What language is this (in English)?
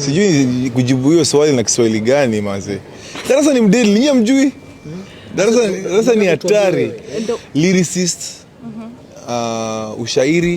Swahili